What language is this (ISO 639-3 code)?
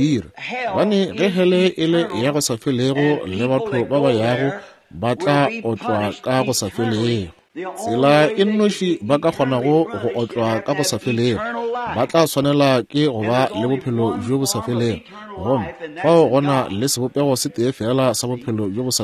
nso